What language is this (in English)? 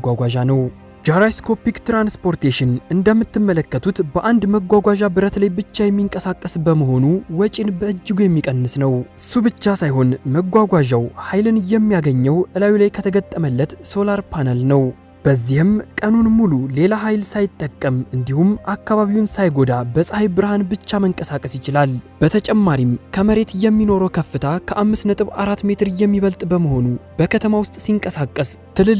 Amharic